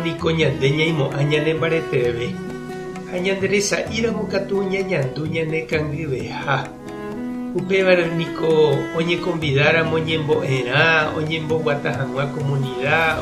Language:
Guarani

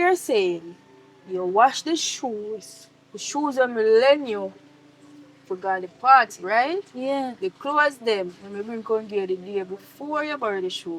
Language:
Jamaican Creole English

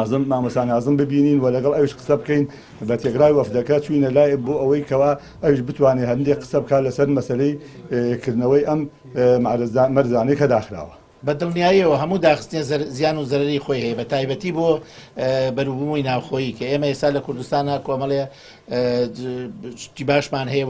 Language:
Central Kurdish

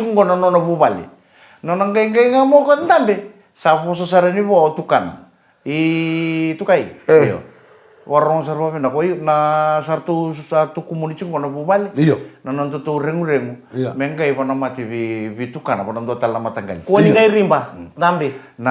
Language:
Fijian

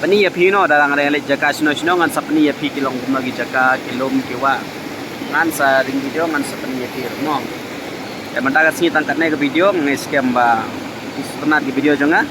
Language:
Khasi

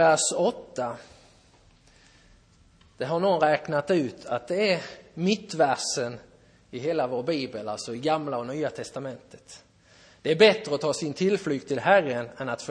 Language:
Swedish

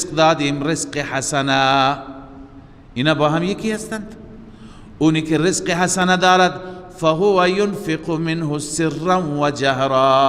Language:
Persian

